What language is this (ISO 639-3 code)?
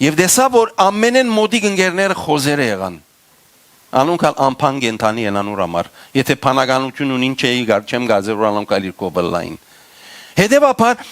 hyw